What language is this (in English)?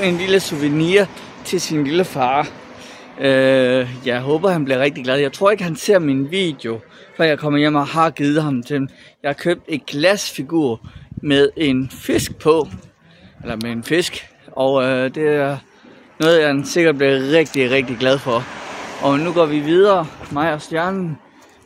Danish